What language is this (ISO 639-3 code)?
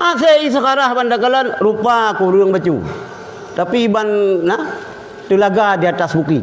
ace